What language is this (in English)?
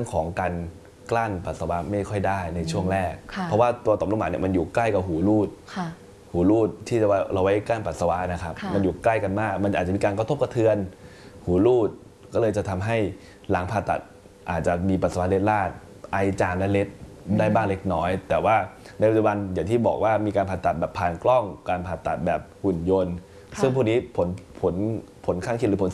Thai